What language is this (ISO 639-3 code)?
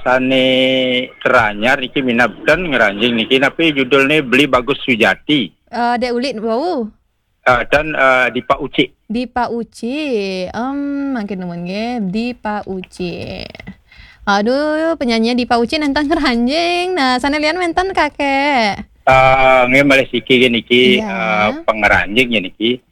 ban